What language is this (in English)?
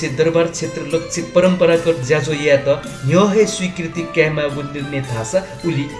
Newari